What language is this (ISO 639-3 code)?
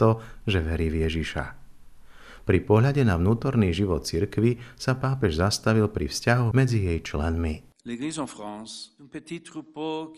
slk